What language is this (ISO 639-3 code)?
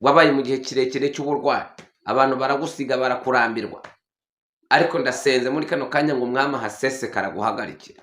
kin